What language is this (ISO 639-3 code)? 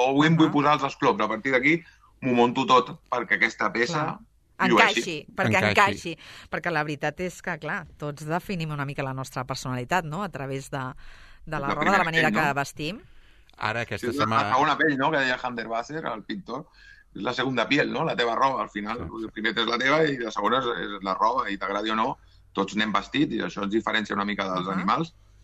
cat